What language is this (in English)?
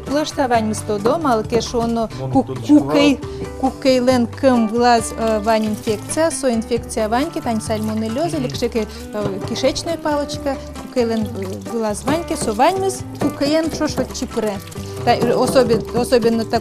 Udmurt